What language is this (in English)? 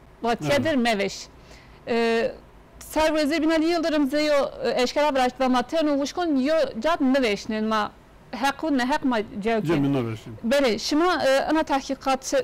Zaza